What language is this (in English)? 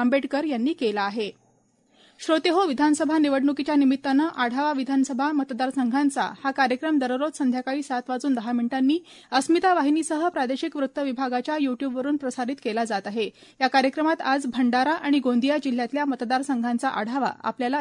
Marathi